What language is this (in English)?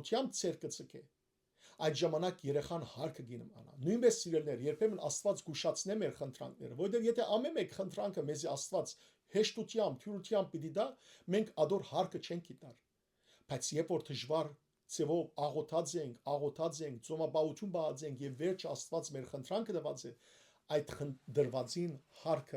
Western Armenian